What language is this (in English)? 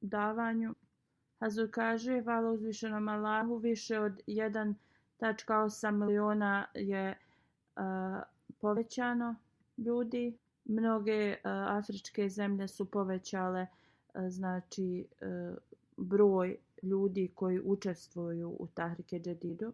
Bosnian